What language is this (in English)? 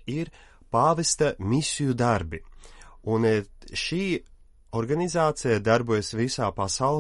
Latvian